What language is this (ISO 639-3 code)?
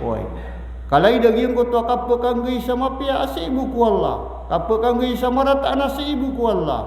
mrw